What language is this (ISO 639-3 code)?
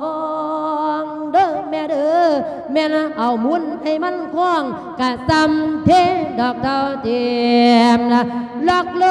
lao